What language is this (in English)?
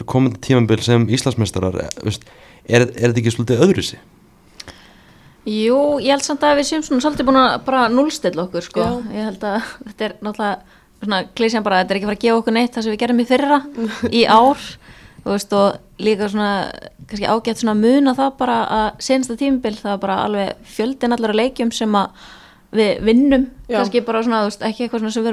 Icelandic